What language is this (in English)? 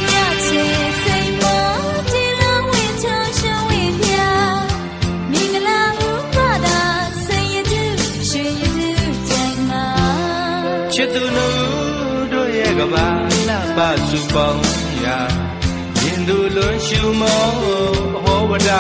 Burmese